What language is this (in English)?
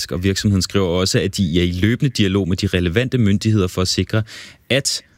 Danish